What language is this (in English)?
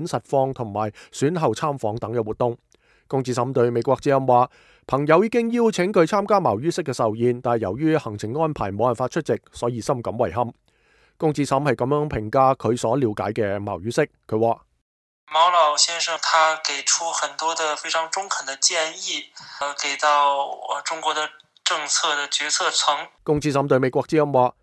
Cantonese